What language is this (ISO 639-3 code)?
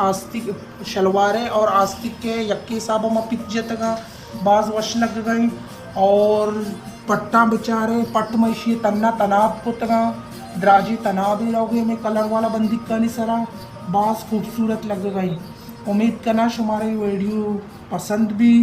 bal